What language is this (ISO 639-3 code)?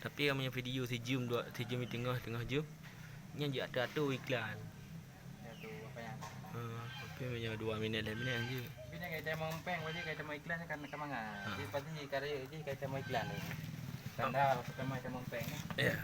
ace